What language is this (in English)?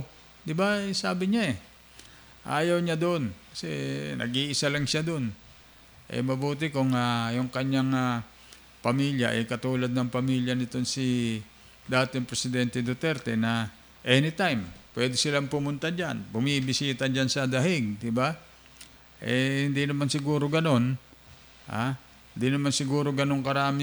Filipino